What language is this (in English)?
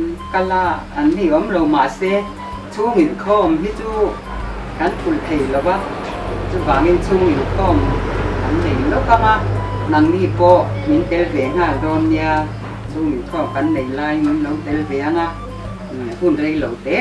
Mizo